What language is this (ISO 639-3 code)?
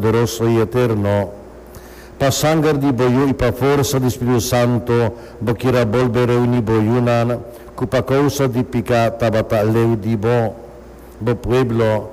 pap